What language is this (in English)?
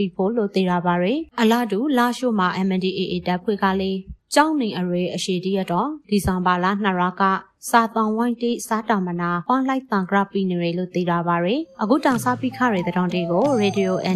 Burmese